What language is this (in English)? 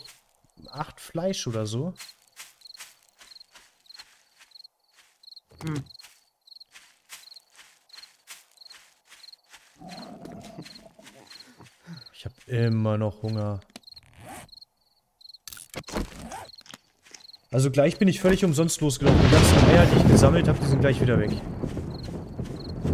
German